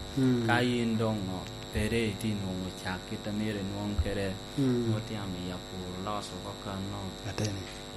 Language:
Lango (Uganda)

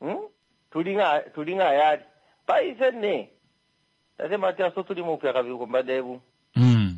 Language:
Kuanyama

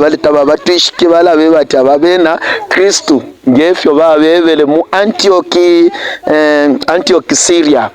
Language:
Bemba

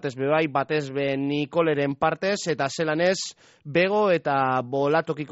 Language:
Basque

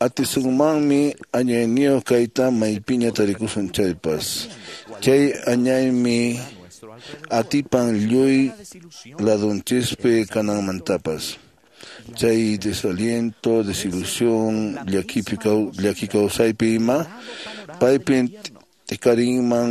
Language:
Quechua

